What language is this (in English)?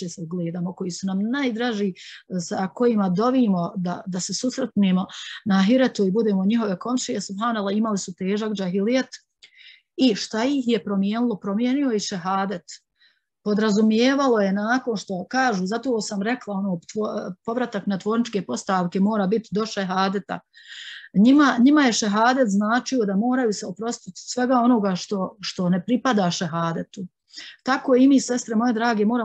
Bosnian